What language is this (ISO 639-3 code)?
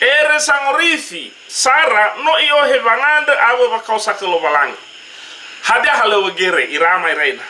nia